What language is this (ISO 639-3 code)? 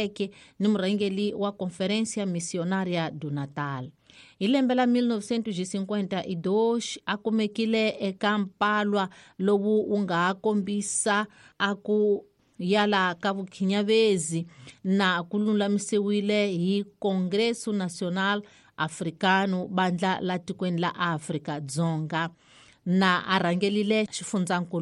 tso